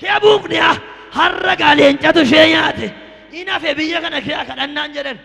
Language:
Oromo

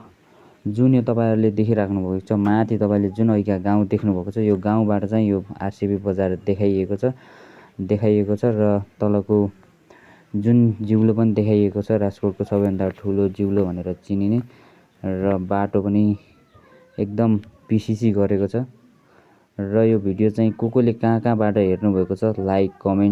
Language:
Nepali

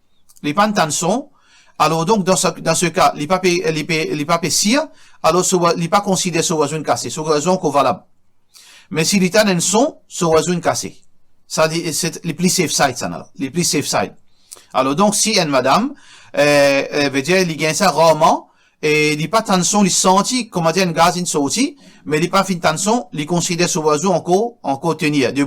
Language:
Morisyen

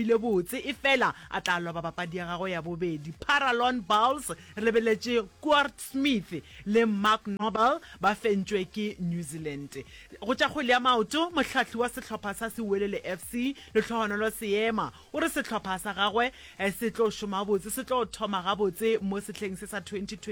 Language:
Northern Sotho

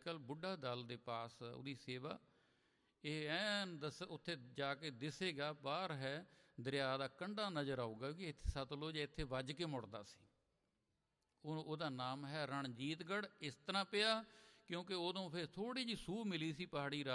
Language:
Punjabi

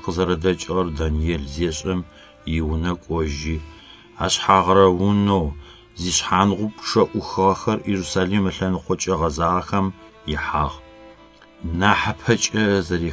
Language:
Adyghe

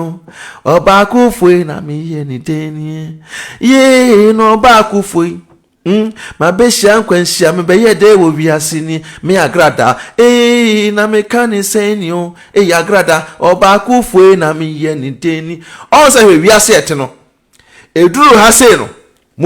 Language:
Akan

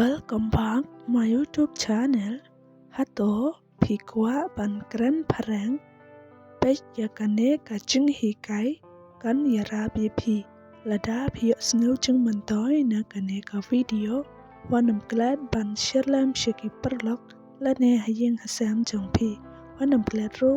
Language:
Khasi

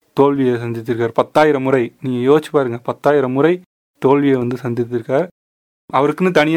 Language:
Tamil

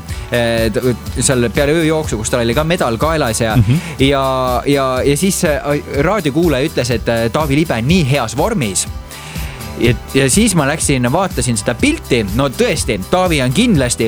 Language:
Estonian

